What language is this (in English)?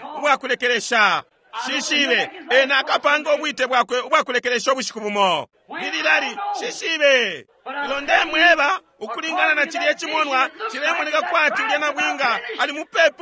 Bemba